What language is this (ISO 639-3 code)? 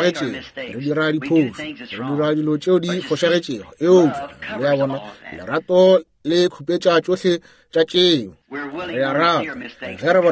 nso